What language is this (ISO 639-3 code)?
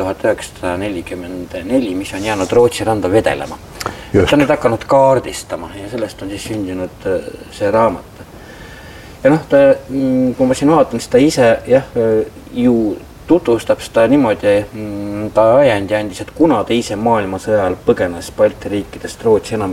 est